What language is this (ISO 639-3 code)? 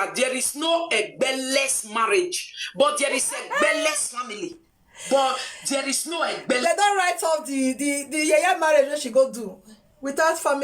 pcm